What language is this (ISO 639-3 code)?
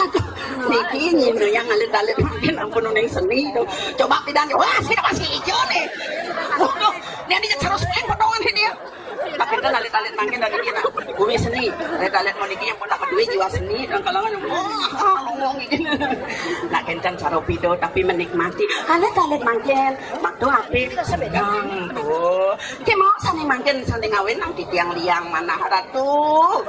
ban